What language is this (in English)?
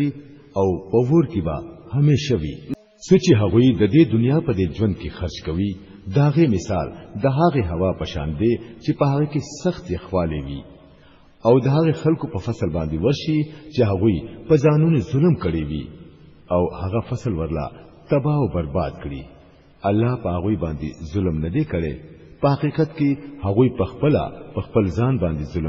Pashto